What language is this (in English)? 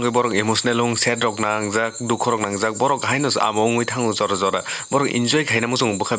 Kok Borok